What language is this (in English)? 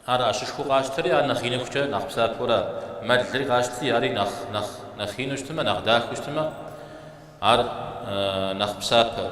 Kabardian